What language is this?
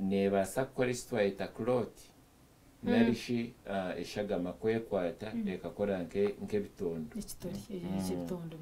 Nyankole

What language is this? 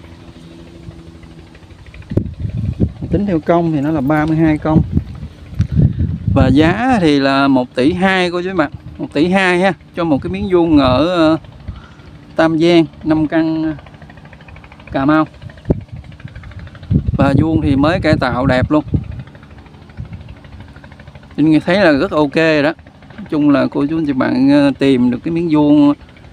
Vietnamese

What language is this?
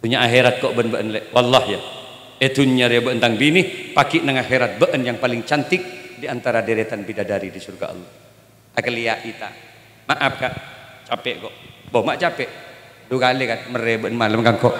Madurese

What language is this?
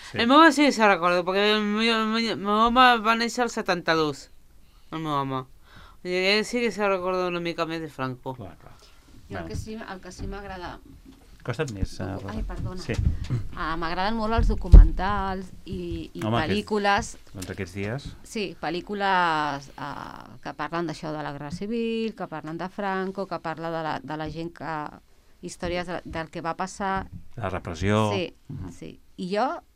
Catalan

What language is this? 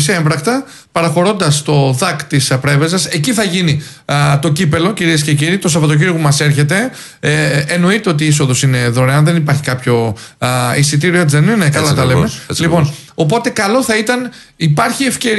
Greek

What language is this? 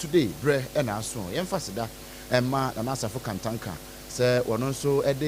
Akan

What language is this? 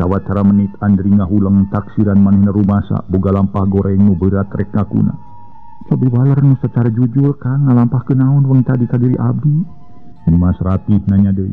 Sundanese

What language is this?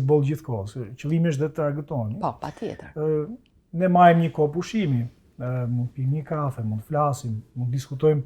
Albanian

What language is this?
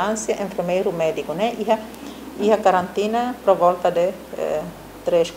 Tetum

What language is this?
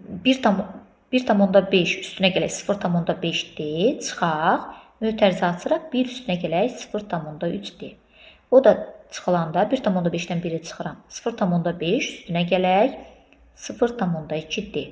Azerbaijani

